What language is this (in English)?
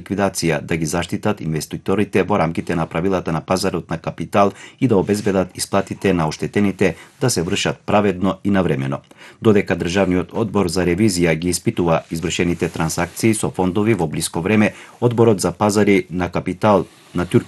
Macedonian